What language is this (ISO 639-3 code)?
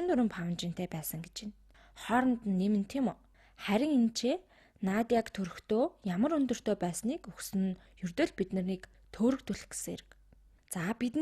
mon